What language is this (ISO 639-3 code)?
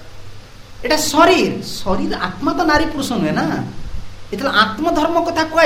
ori